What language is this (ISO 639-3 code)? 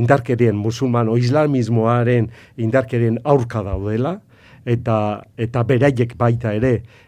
eus